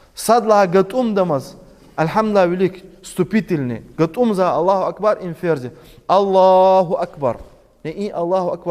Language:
Lezghian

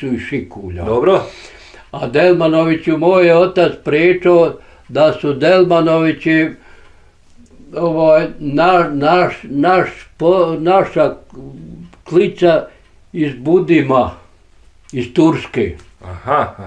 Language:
Bosnian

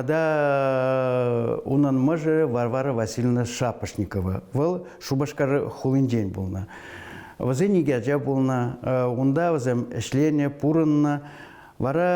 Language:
Chuvash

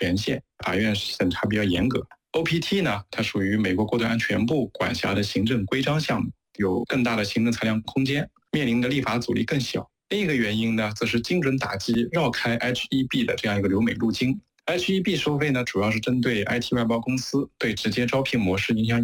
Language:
Chinese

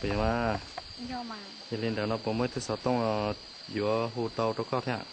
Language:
Hmong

